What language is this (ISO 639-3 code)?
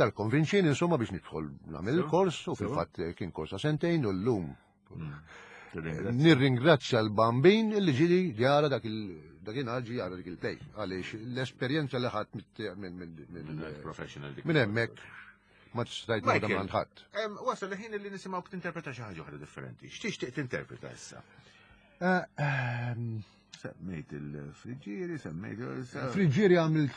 mlt